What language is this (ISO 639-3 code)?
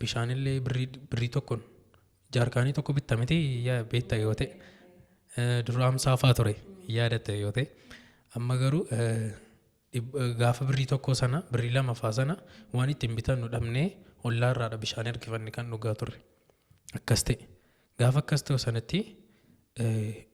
orm